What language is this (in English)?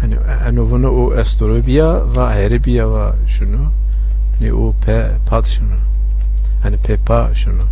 Zaza